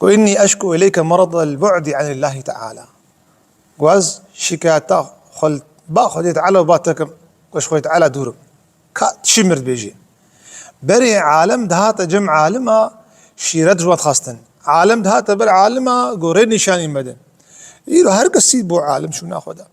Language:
Kurdish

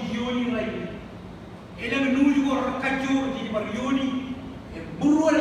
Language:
Marshallese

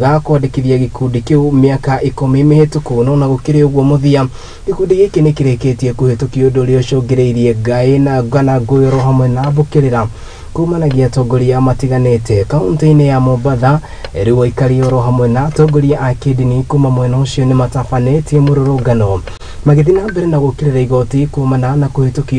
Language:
Kikuyu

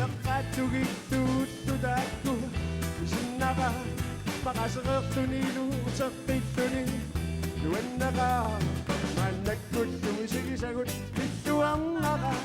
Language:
Kalaallisut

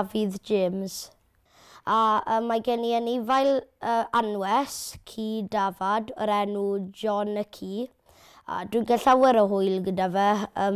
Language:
Welsh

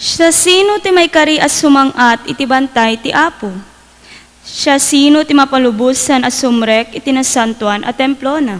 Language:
Iloko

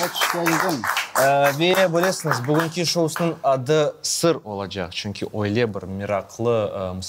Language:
Crimean Tatar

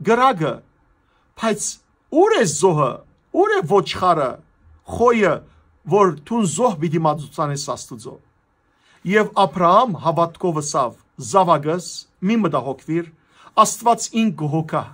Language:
Western Armenian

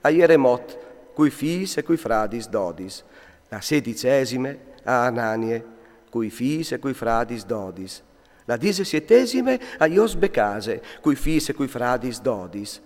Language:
Friulian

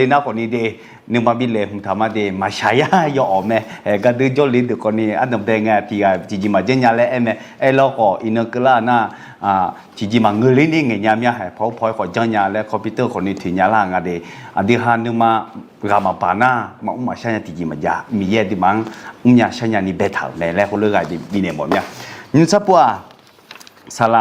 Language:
Akha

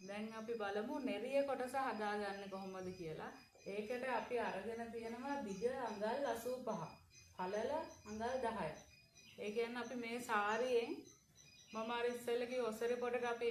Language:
Sinhala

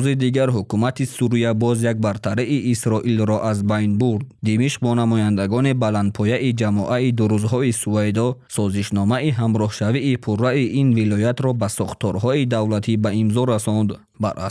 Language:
Tajik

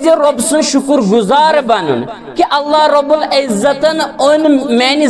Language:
Kashmiri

